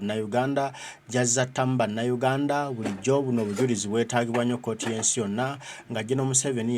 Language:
Ganda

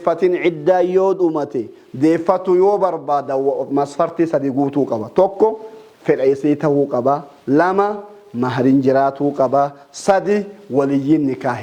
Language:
Oromo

